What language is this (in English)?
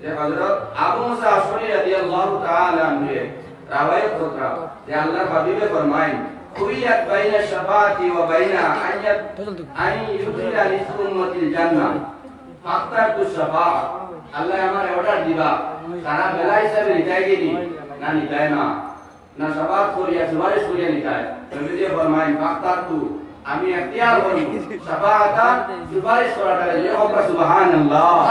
Sylheti